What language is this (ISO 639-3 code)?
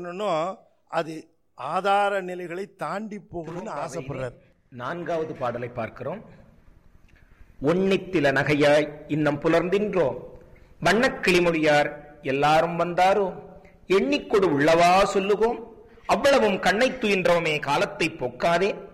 tam